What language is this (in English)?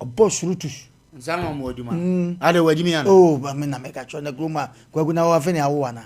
Akan